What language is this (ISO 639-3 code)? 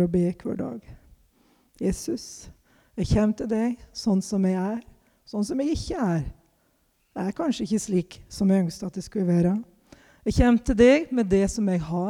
nor